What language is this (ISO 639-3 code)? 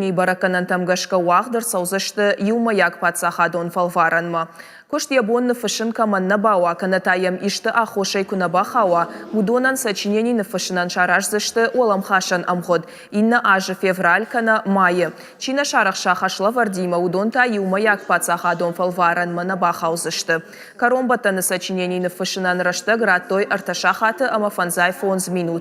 oss